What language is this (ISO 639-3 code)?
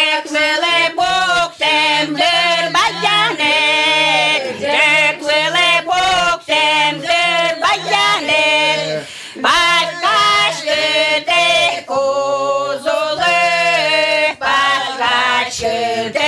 udm